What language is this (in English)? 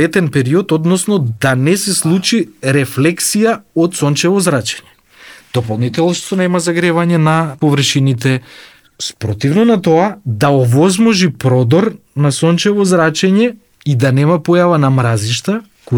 Macedonian